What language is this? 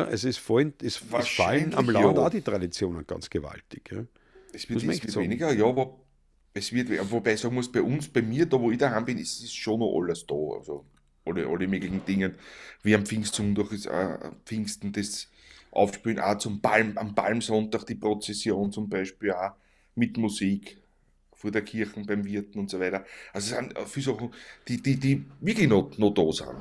Bavarian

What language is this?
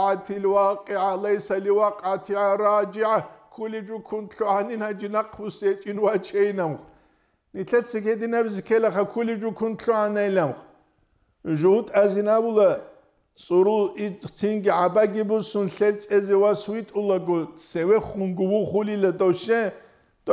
Avaric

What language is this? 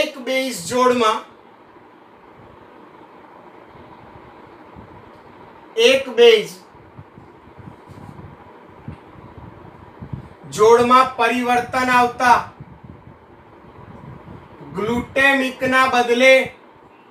Gujarati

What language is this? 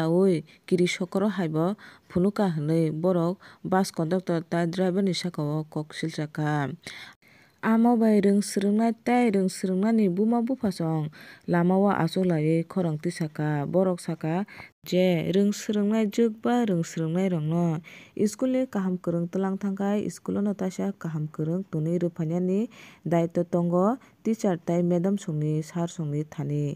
Kok Borok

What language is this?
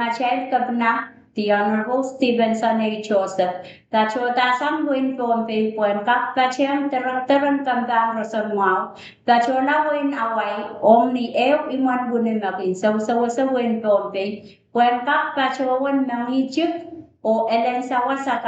Pohnpeian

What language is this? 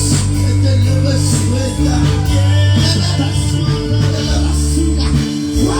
Kekchí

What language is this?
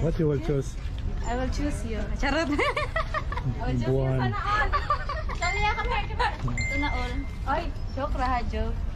Filipino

